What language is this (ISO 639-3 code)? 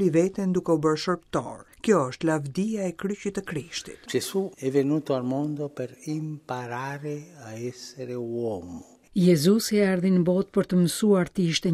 sqi